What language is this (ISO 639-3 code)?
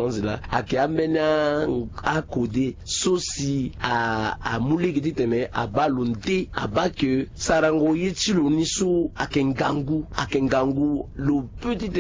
sag